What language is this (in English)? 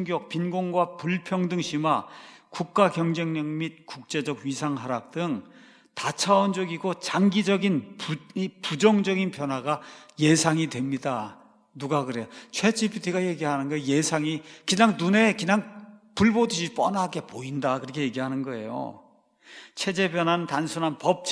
Korean